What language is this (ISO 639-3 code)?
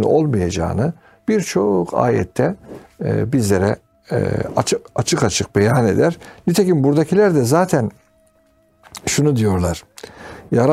tur